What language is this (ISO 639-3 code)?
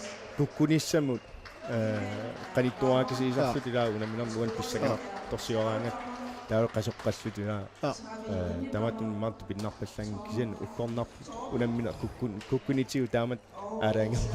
kal